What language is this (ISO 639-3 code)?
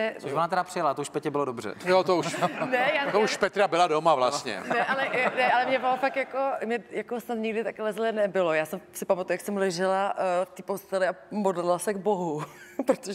ces